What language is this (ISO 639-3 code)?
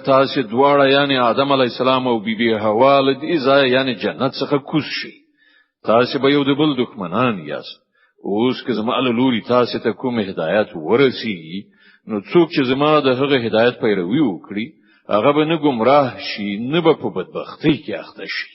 pus